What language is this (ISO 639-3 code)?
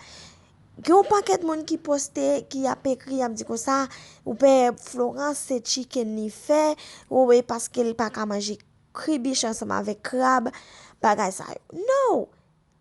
hat